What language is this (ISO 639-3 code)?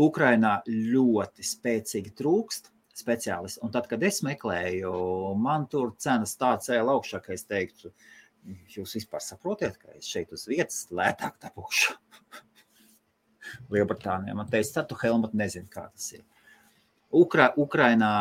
lav